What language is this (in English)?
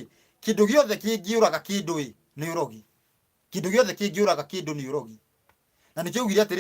Kikuyu